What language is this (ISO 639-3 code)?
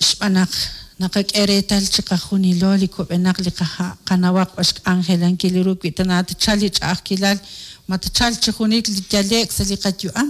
kek